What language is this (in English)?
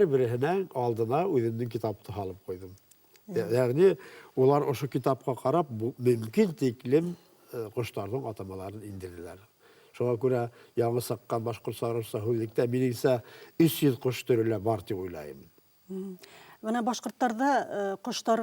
Bashkir